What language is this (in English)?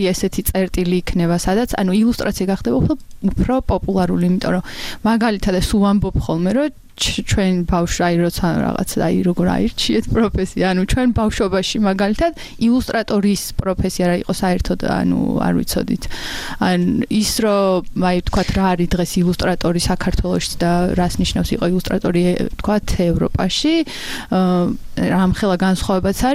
Georgian